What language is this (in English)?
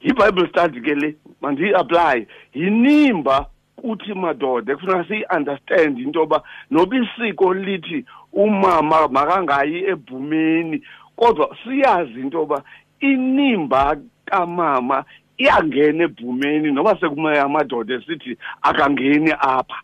Xhosa